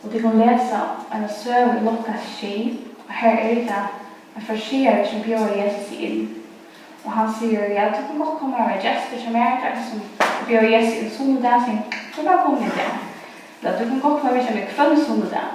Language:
Faroese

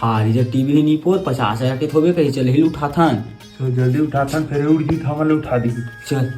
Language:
Chhattisgarhi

